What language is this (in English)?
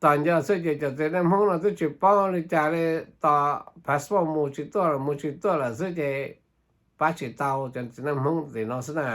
Hmong